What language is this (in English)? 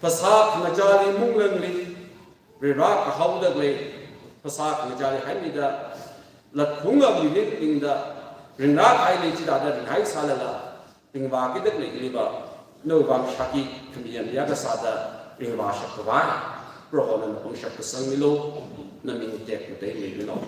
Tangkhul Naga (India)